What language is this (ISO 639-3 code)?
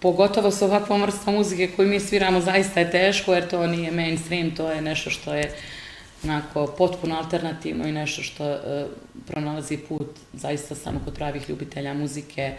bos